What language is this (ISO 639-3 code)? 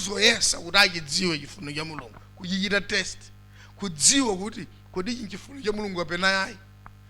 nya